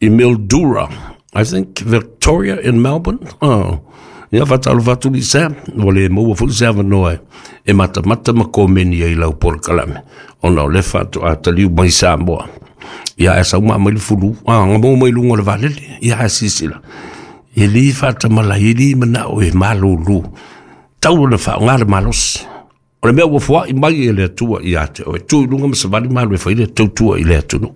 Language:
Samoan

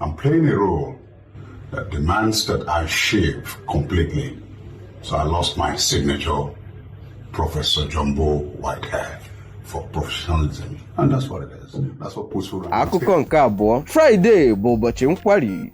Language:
Igbo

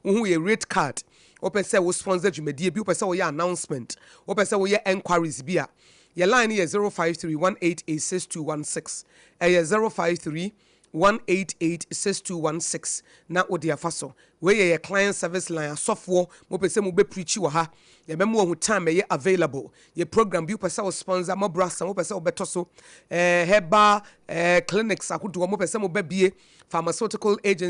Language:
Akan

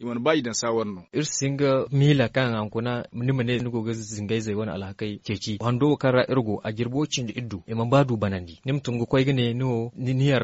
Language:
Zarma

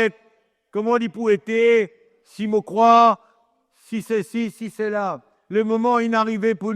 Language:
Morisyen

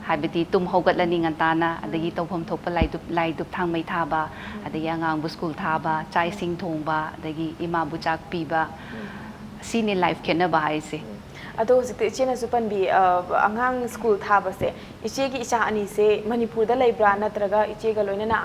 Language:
Manipuri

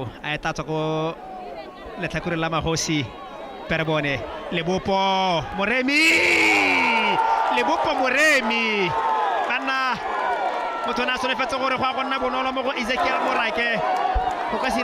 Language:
Tswana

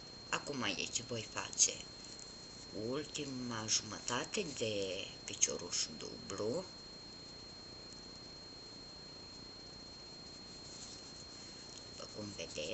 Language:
Romanian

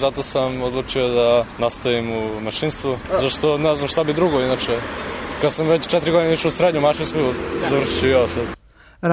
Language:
Serbian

